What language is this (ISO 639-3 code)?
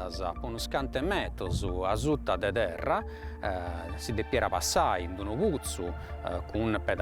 srd